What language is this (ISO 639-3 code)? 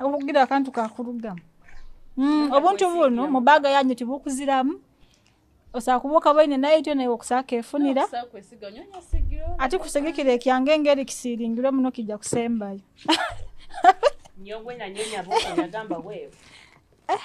nyo